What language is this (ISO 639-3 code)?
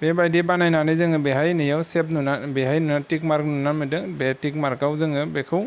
brx